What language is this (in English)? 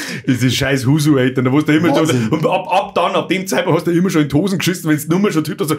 Bavarian